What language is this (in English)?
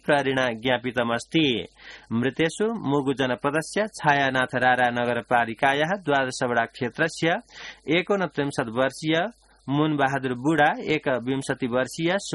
Sanskrit